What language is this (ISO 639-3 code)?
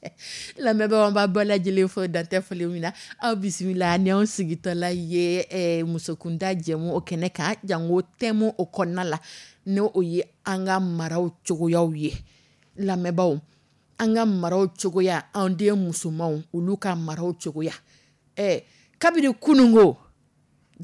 dyu